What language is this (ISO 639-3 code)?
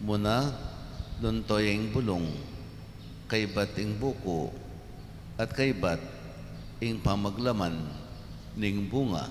pam